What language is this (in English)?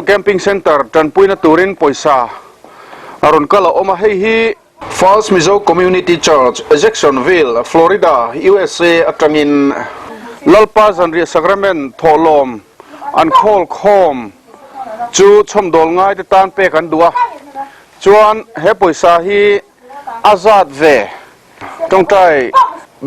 Mizo